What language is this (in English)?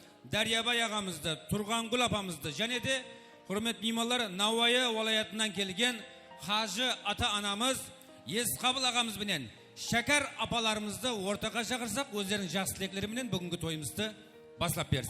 Kara-Kalpak